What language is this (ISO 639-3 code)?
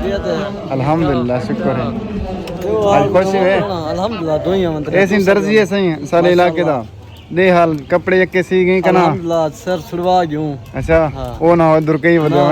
skr